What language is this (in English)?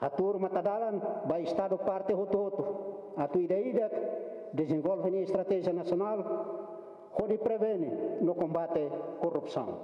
Tetum